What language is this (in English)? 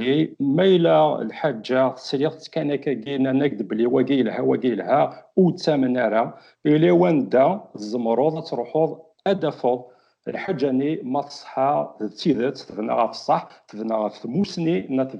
Kabyle